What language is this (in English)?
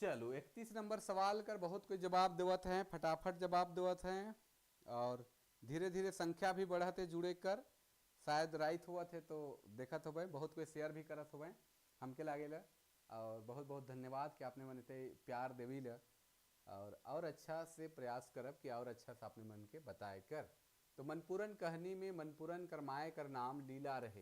Sadri